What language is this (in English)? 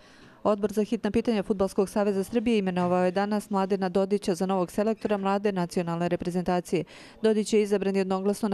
Serbian